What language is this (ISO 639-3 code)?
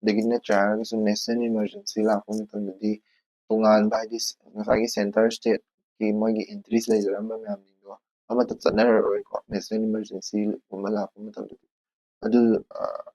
mni